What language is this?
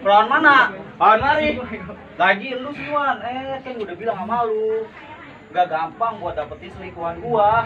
Betawi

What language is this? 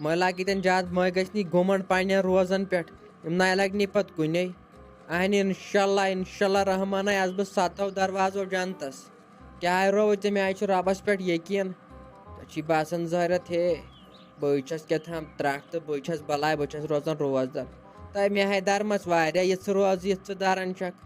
Kashmiri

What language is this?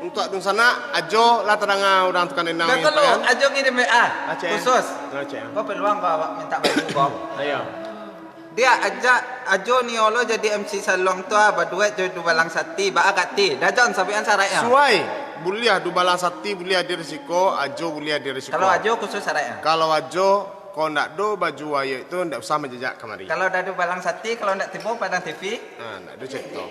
Minangkabau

